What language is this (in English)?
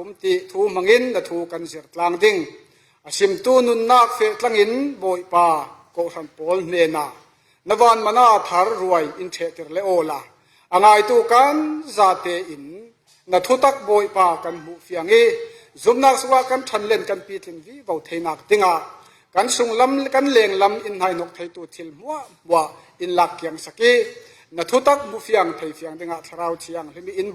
Falam Chin